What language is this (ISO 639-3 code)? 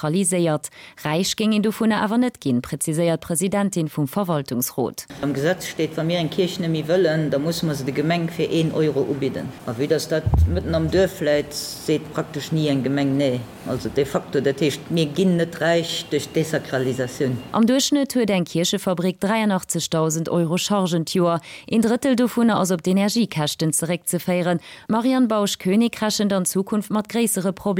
ltz